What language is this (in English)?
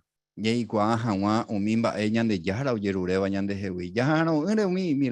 Guarani